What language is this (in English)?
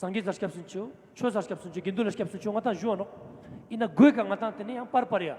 Ladakhi